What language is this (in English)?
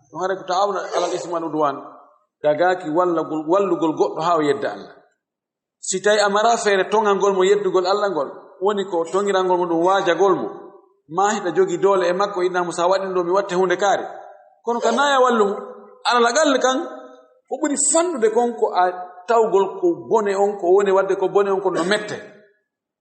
Fula